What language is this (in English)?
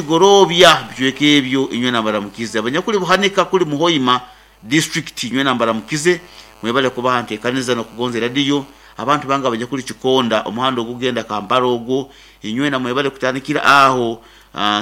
Nyoro